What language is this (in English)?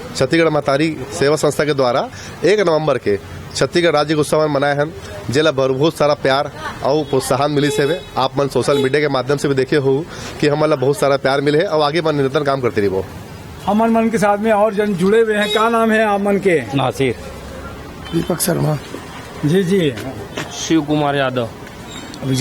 Chhattisgarhi